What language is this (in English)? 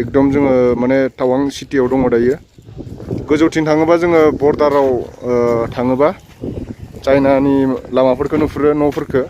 Bodo